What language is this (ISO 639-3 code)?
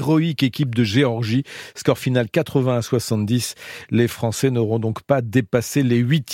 fra